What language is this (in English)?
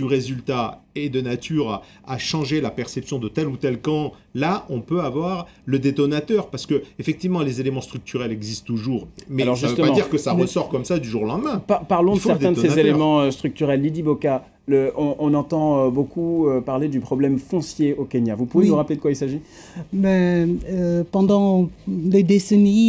French